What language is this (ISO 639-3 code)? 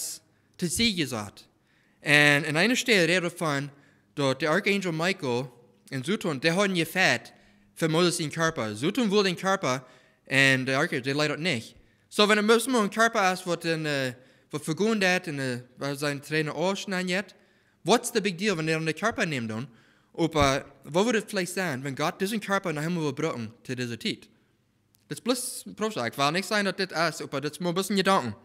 pdt